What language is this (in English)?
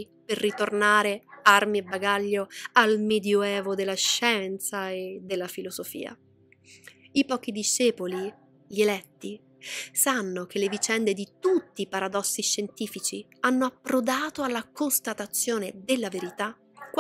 Italian